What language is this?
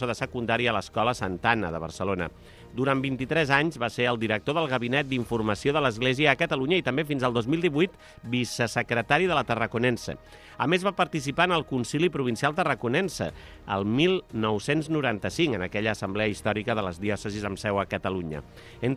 Catalan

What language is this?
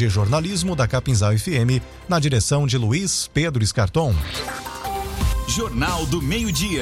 Portuguese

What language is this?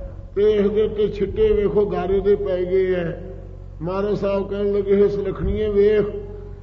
Punjabi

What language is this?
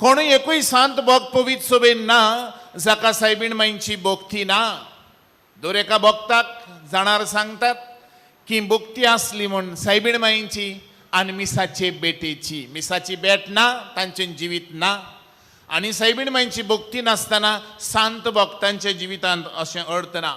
Konkani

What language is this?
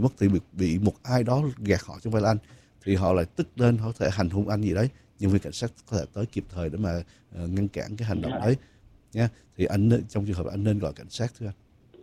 Vietnamese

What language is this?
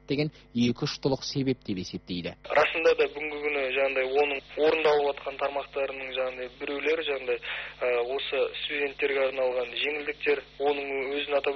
Kazakh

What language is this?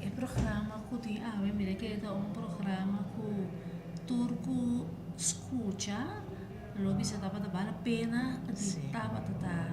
Papiamento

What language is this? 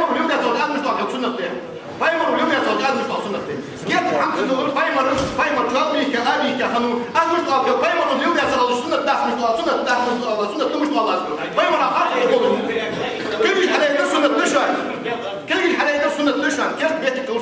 Ingush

